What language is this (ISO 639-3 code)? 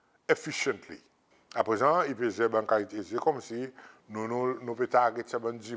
crs